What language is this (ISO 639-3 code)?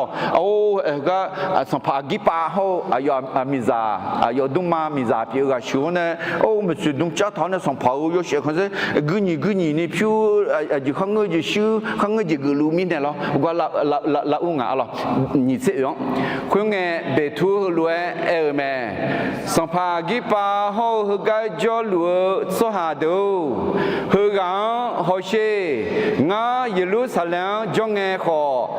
ahk